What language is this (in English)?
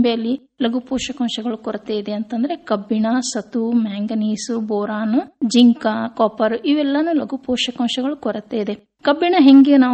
Kannada